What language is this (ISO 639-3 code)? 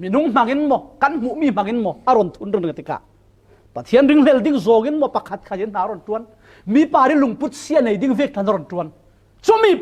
cfm